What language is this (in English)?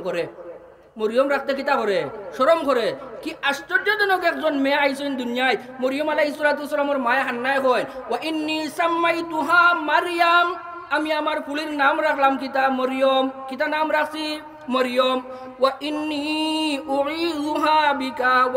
Sylheti